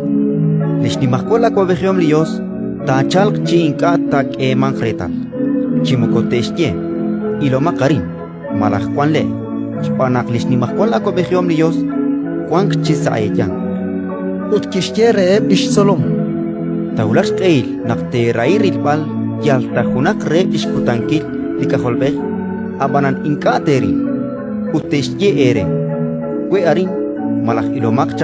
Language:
Kekchí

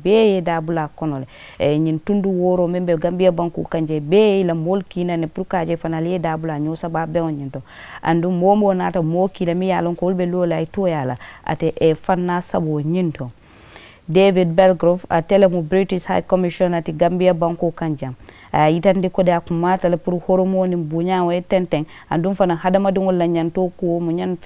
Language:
Mandingo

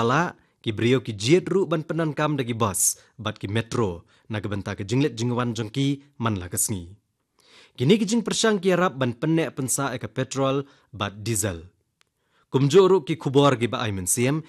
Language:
Khasi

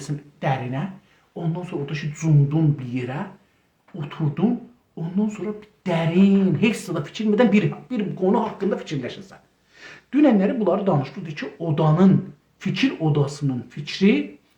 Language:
South Azerbaijani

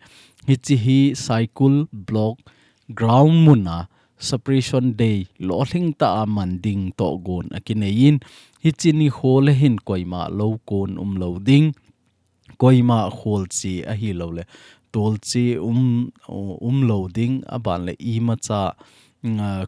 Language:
Thado Chin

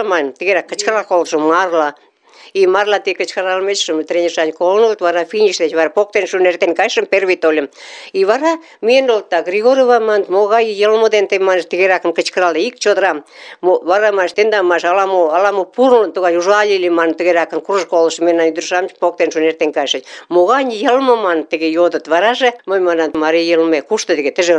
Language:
Mari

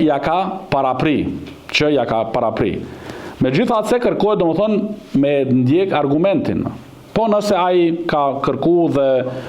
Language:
Albanian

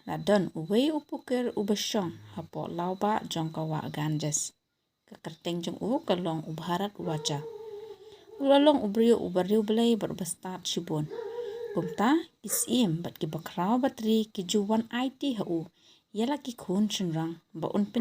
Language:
Khasi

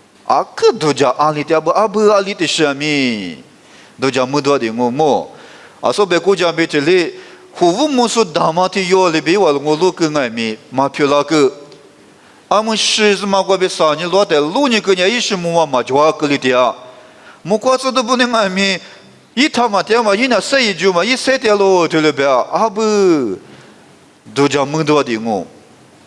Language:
Lisu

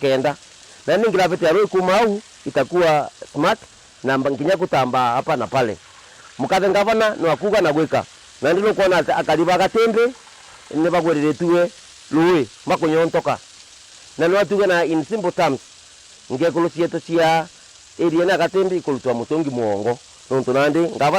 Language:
Meru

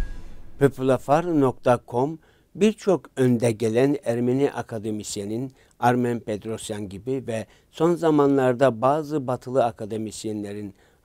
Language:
Turkish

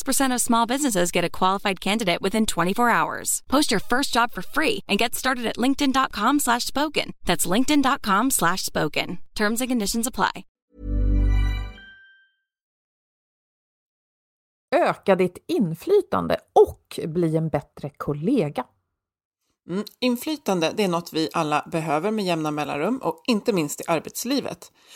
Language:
Swedish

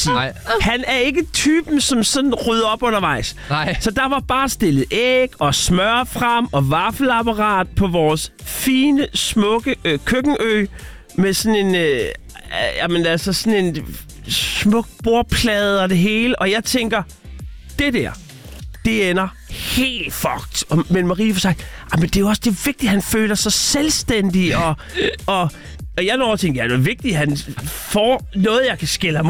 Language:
Danish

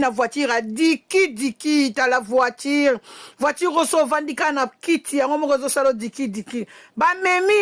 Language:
Lingala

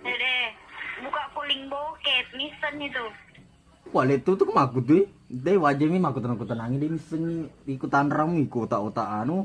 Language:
Buginese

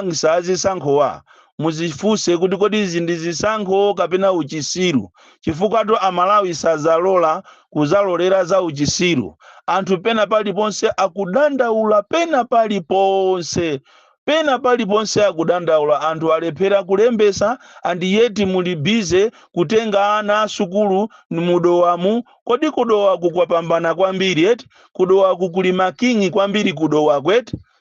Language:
Nyanja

